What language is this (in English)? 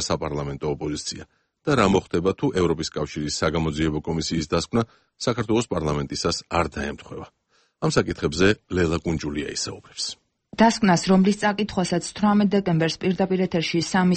Georgian